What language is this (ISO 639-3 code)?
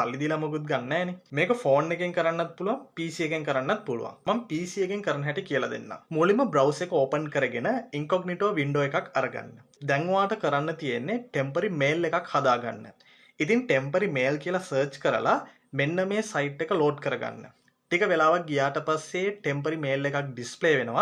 sin